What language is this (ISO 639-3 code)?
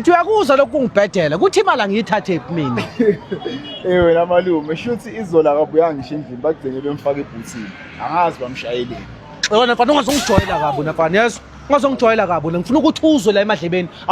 zul